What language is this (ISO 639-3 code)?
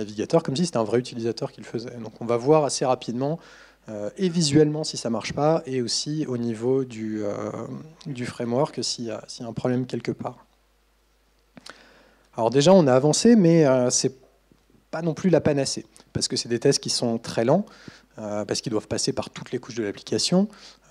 fra